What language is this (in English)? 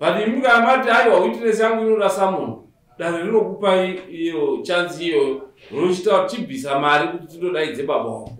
Shona